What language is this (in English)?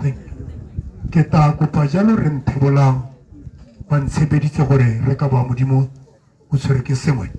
Tswana